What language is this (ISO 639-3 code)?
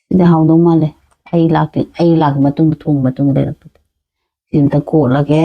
mni